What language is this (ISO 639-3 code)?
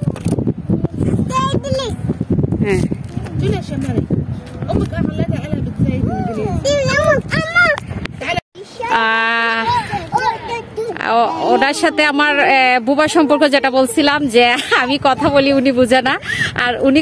ben